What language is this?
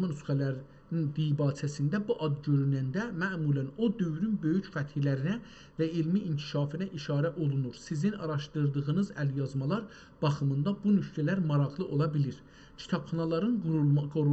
South Azerbaijani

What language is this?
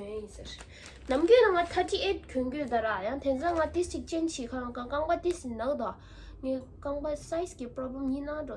Tibetan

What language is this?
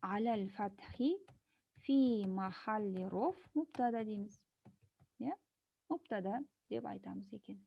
Kazakh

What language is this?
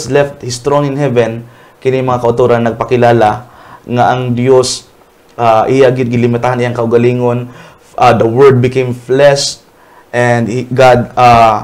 Hiligaynon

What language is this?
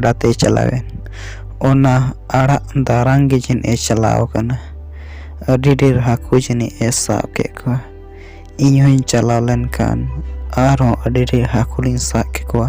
Santali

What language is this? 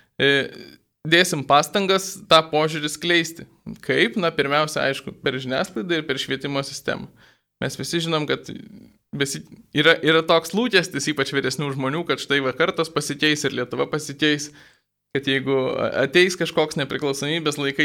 Lithuanian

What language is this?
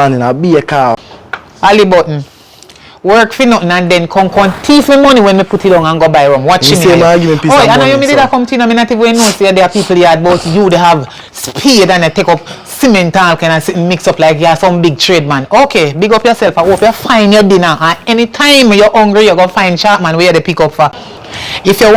Jamaican Creole English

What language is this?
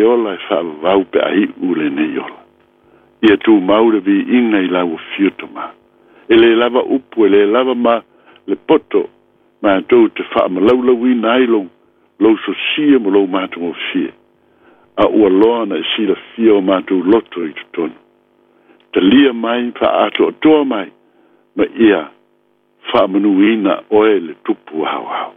Samoan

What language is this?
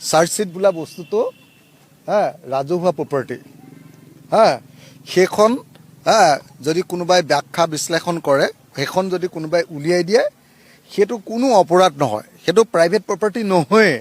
Assamese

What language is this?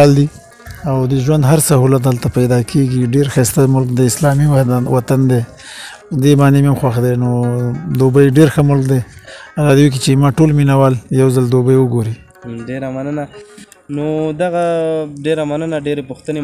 Pashto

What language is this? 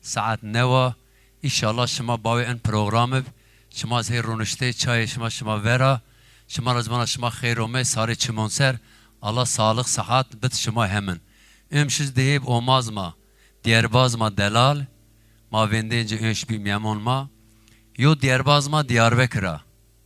Zaza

